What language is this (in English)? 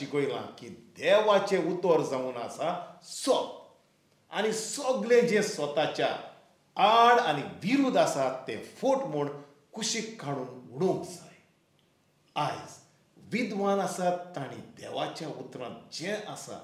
Konkani